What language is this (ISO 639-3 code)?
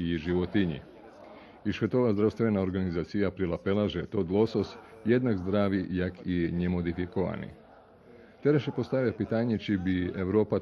rue